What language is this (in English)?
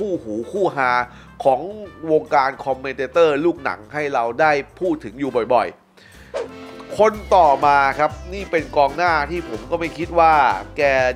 Thai